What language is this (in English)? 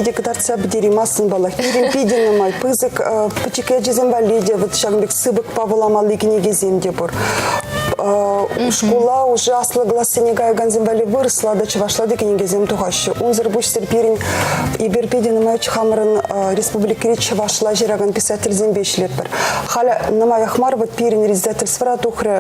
Chuvash